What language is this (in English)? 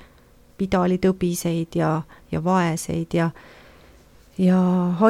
Estonian